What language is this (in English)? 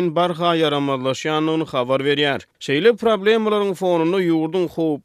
Turkmen